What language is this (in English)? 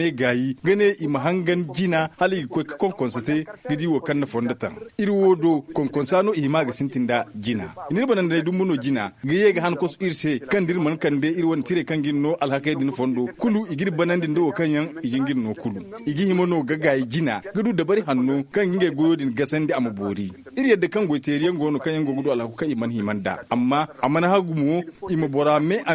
Zarma